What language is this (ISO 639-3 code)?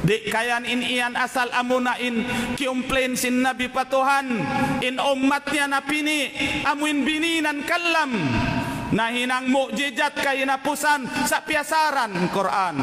tsg